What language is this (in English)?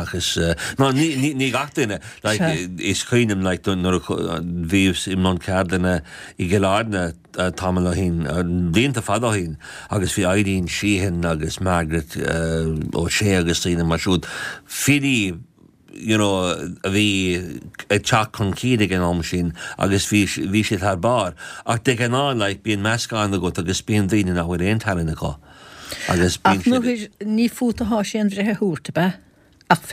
Irish